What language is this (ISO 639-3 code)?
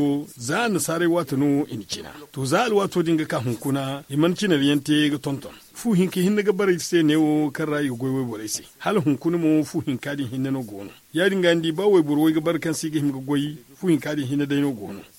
dje